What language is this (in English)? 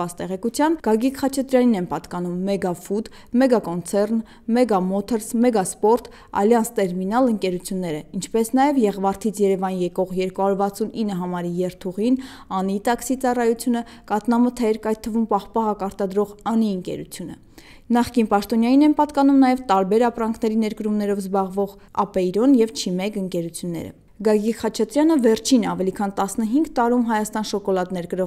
Armenian